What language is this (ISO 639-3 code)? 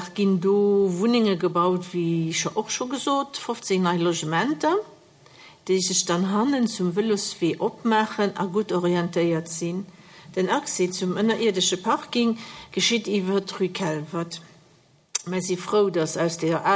ltz